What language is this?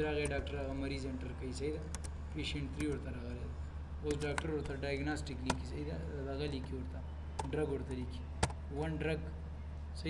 Pashto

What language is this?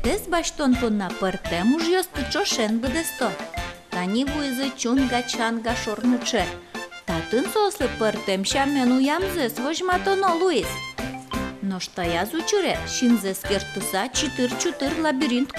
Udmurt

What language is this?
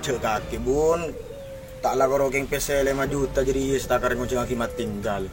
Madurese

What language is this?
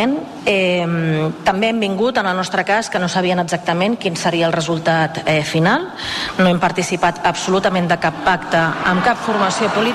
Catalan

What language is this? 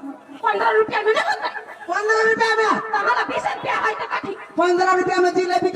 Maithili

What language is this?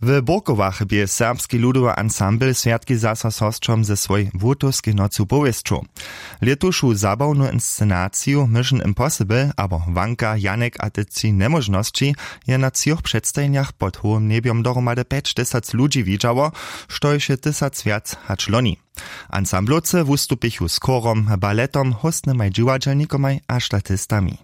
Upper Sorbian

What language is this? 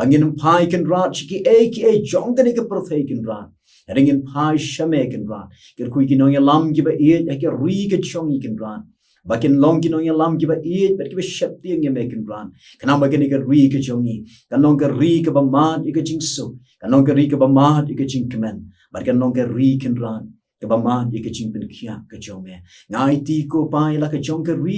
Khasi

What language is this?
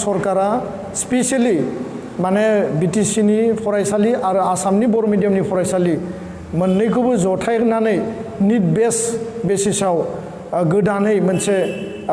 Bodo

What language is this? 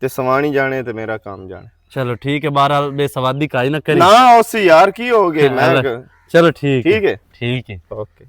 Western Panjabi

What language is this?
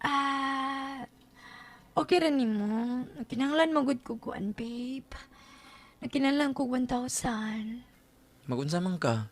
Cebuano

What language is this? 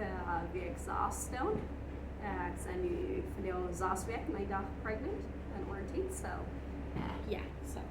Plautdietsch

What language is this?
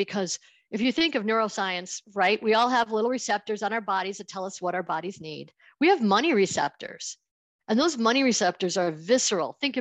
English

